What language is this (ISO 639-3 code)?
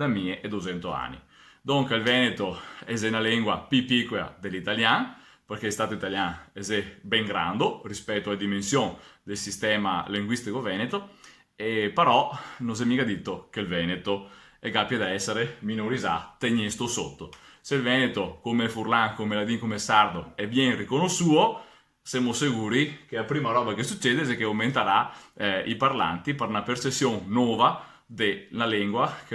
vec